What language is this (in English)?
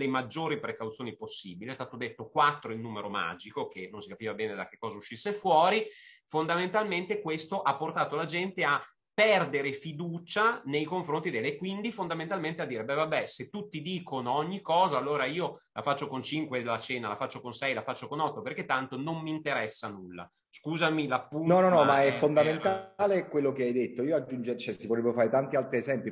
Italian